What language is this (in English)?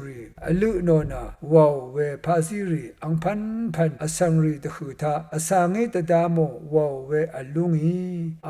Rawang